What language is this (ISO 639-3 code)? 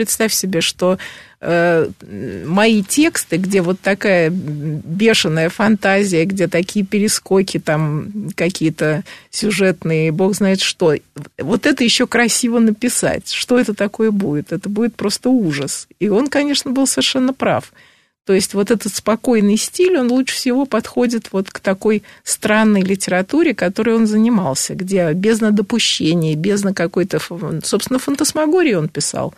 rus